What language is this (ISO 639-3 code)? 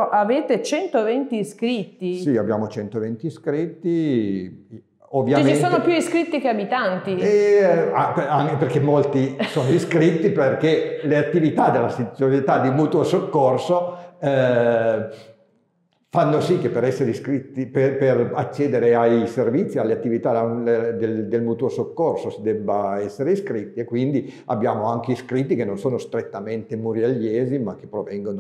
ita